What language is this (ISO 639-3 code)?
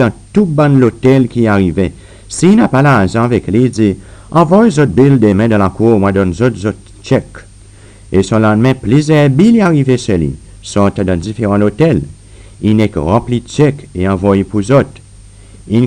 crs